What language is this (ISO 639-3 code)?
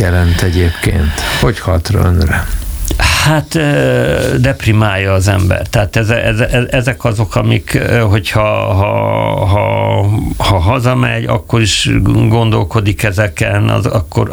hun